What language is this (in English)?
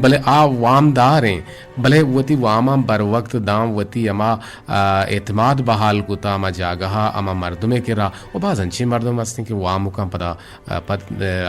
Eastern Balochi